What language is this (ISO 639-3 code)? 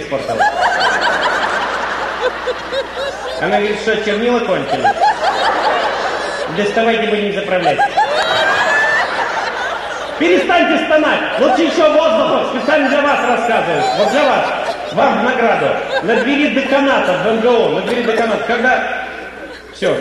rus